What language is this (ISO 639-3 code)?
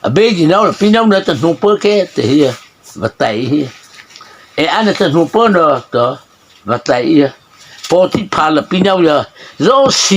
mrh